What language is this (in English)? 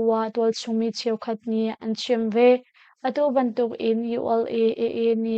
Hakha Chin